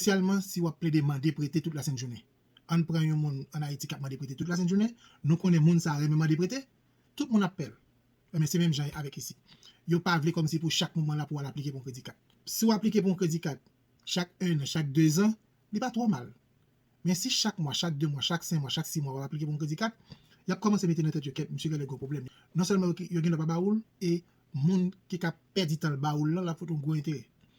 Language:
Haitian Creole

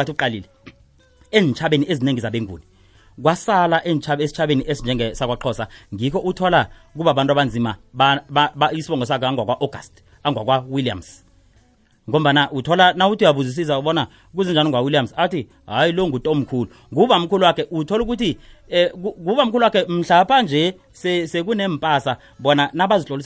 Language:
South Ndebele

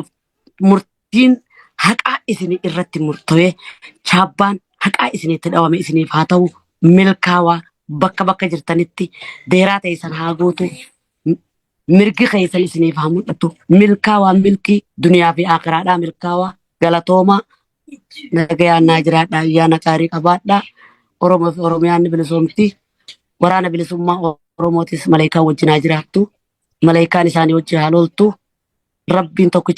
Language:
Oromo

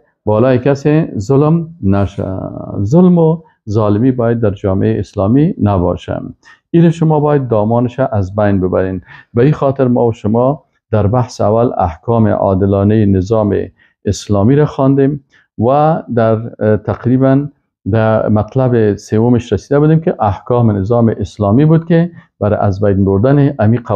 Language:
Persian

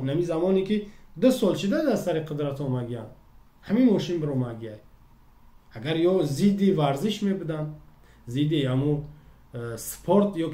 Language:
Tajik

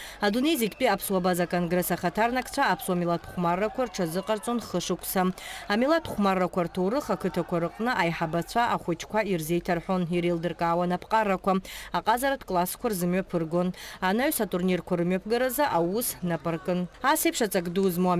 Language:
Abkhazian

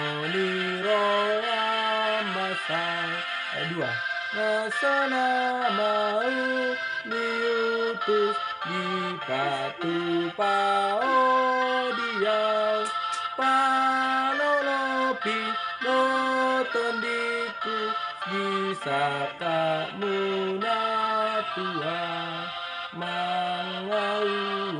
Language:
Batak Toba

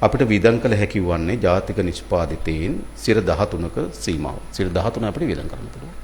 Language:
Sinhala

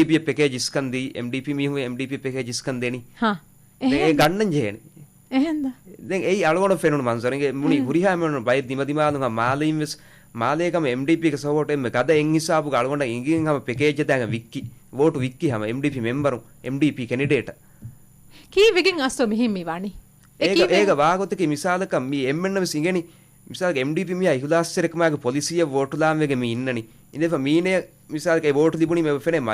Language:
Divehi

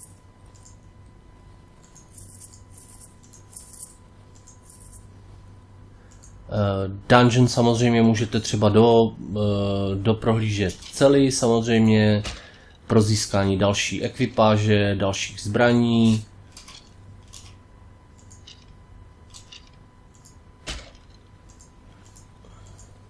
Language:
Czech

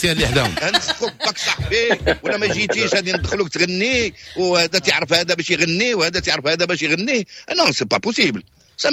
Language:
Moroccan Arabic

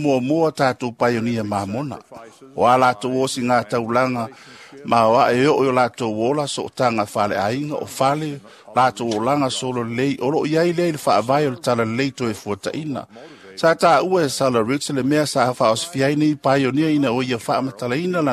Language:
Samoan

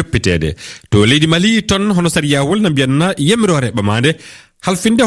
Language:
Fula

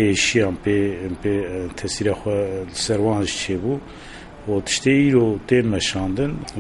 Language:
Kurdish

